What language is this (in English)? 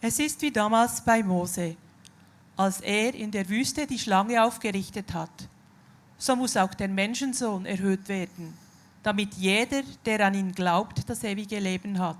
Swiss German